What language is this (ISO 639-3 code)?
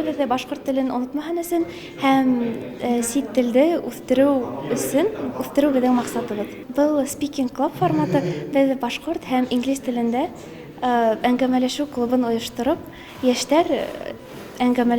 bak